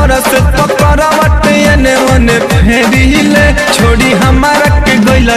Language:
Bhojpuri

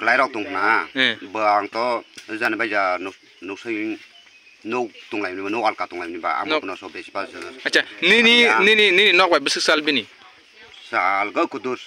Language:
Kok Borok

